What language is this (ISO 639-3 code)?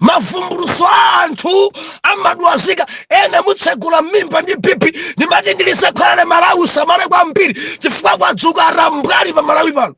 nya